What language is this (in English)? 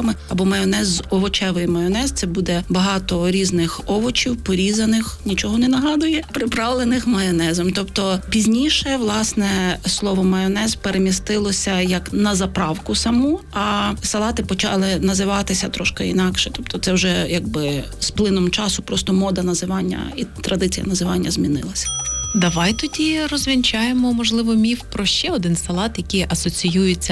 Ukrainian